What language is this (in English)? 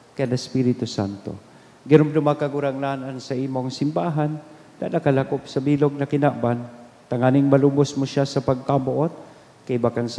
Bikol